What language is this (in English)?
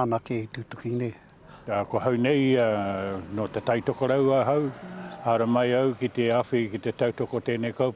Māori